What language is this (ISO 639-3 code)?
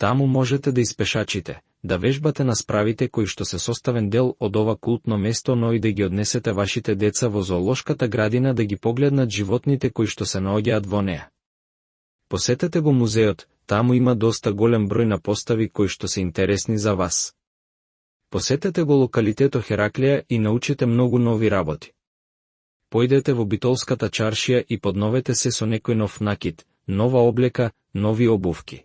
mkd